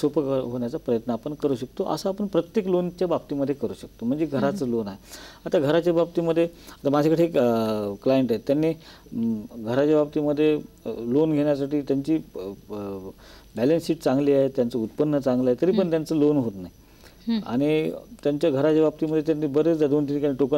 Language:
Marathi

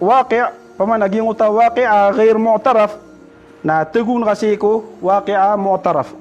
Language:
Maranao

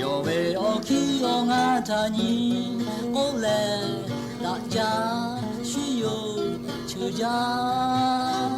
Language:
Lahu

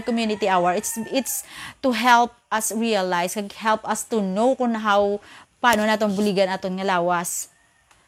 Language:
Hiligaynon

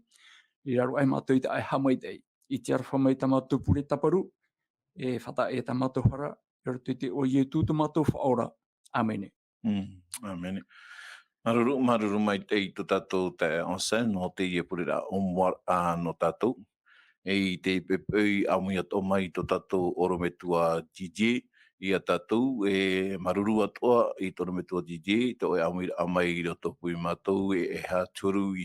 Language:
Tahitian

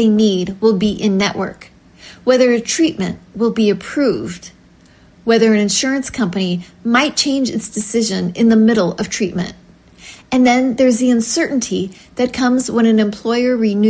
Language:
English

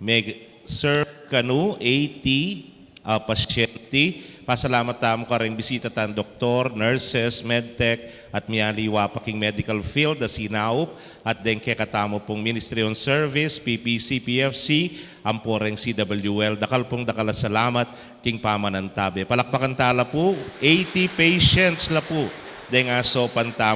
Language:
Pampanga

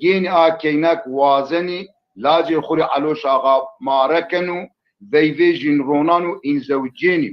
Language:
Zaza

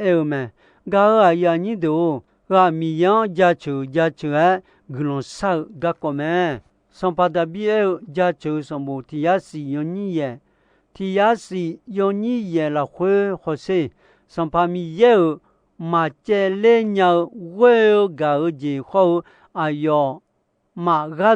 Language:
Akha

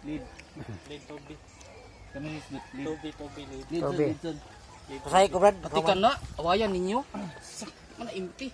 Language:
Cebuano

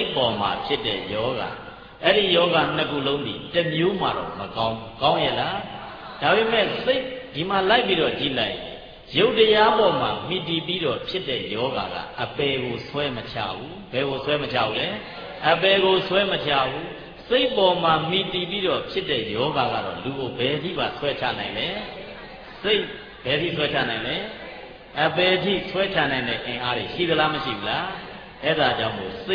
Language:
Burmese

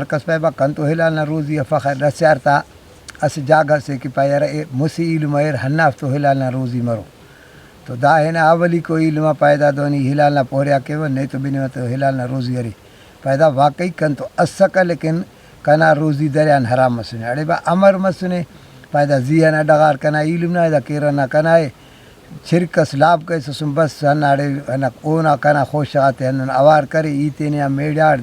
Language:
Brahui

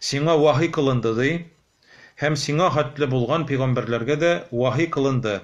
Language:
Tatar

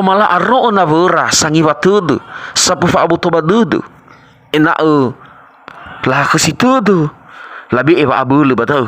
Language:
Nias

